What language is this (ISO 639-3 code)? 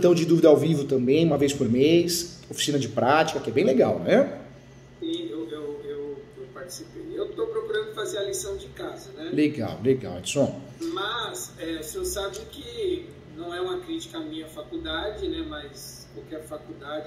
por